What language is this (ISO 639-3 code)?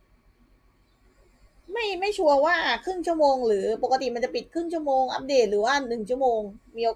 tha